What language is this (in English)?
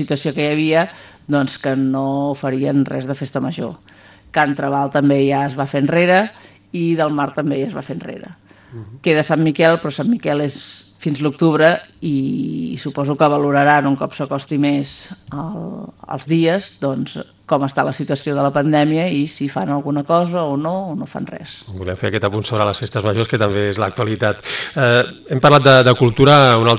Catalan